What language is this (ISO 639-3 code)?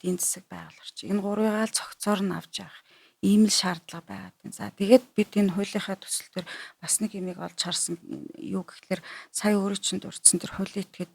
mon